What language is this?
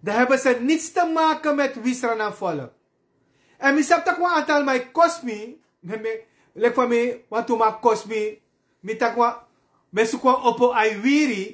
Sranan Tongo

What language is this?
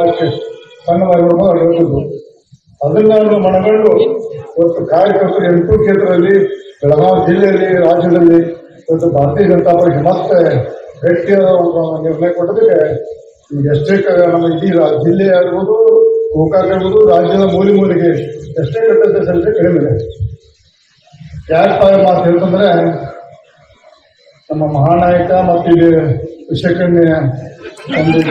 Kannada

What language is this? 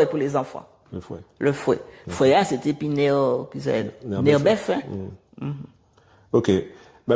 Guadeloupean Creole French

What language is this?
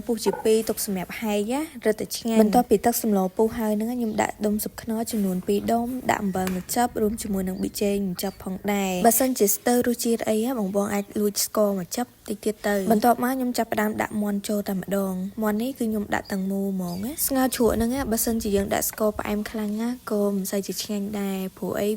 Khmer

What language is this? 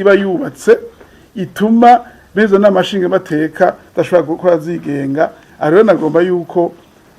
Rundi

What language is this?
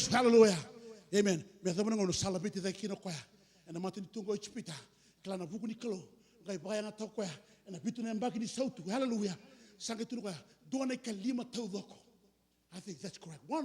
Fijian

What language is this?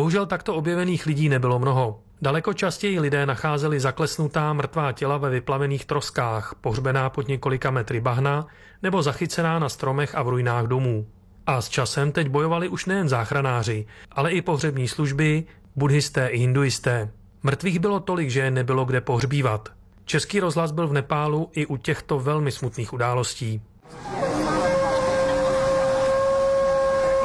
Czech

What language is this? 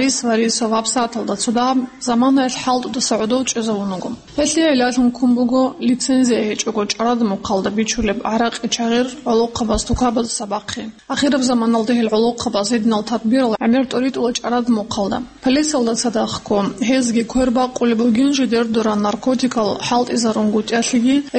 Avaric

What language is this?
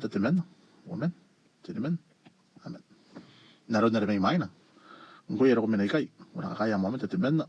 Gilbertese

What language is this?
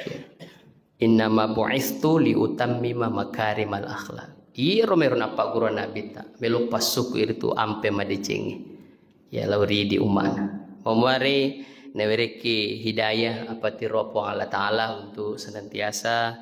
Buginese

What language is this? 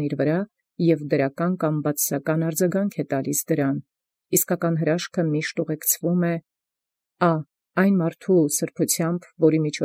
Armenian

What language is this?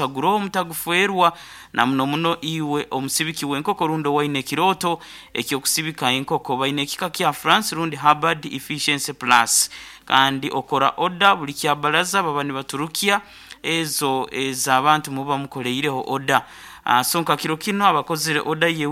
Nyankole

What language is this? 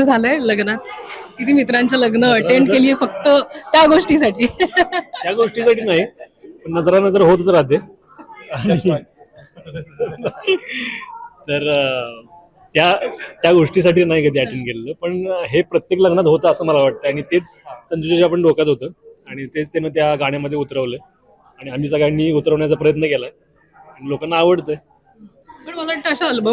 Marathi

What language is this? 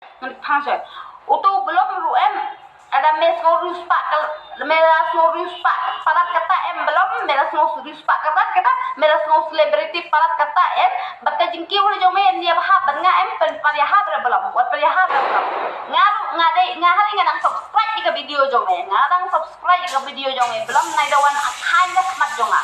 Khasi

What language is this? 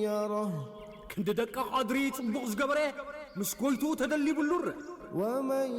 Tigrinya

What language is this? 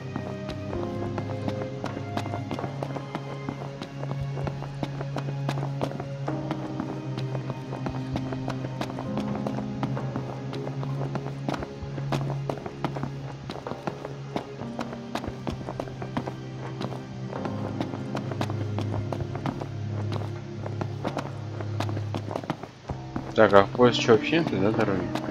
Russian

